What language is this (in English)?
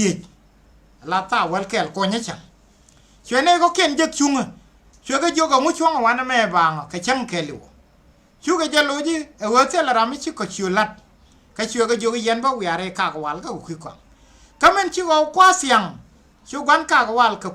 Nuer